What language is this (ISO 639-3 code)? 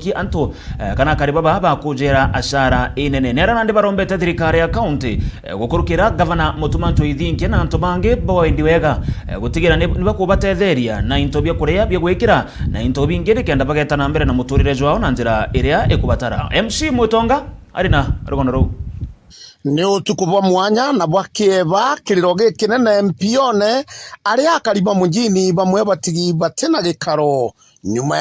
mer